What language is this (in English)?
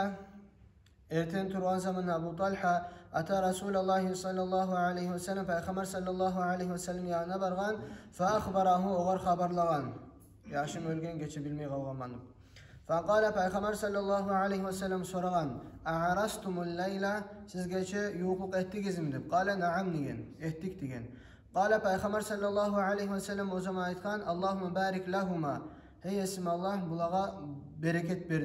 Kumyk